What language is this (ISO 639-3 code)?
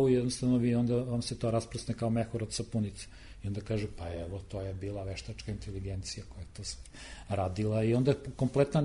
srp